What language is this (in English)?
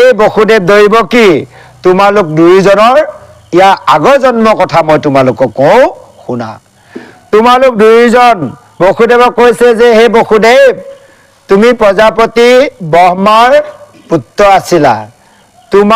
Assamese